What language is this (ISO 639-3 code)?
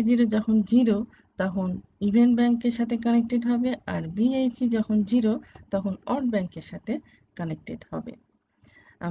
ben